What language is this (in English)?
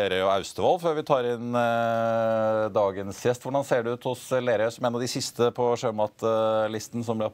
Norwegian